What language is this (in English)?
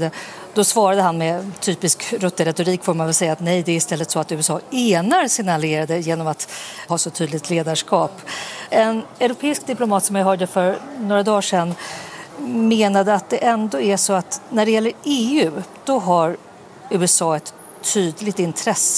Swedish